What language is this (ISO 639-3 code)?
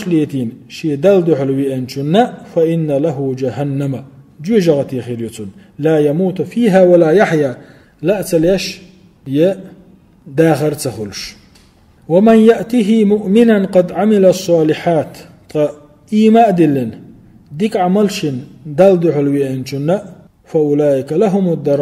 che